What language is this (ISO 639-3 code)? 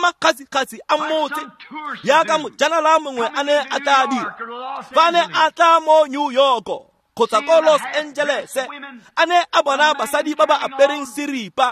tsn